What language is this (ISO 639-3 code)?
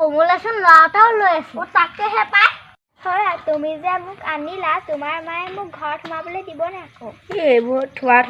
asm